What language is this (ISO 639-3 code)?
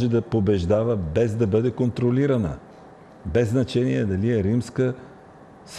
bul